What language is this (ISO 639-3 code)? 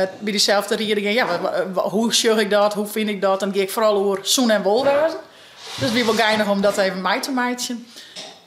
fry